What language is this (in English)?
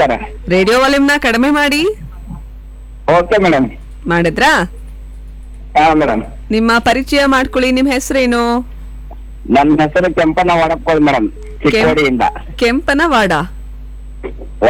Kannada